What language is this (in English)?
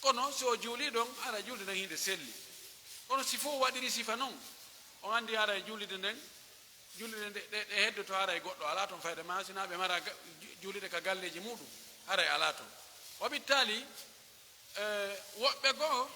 Pular